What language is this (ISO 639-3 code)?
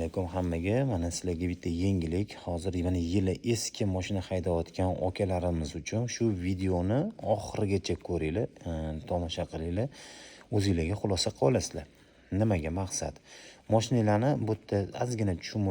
uzb